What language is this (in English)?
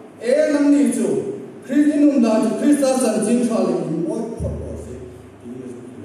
Hmar